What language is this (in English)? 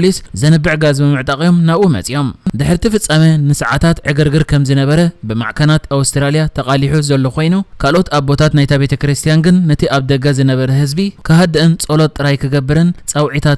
Tigrinya